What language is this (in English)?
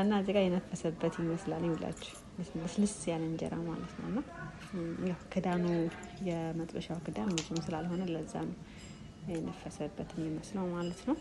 Amharic